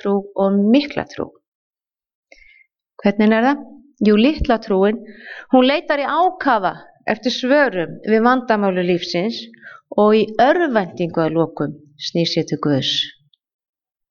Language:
Icelandic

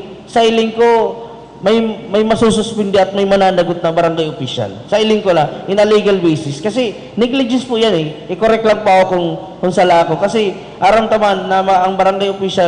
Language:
Bikol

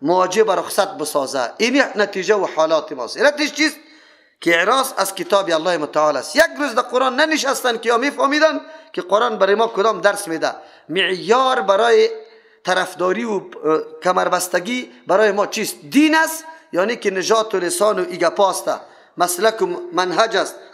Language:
Persian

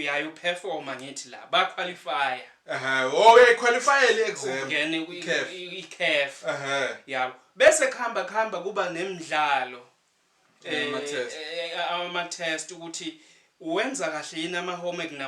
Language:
Zulu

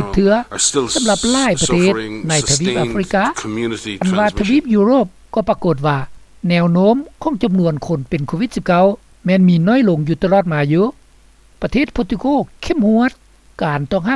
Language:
Lao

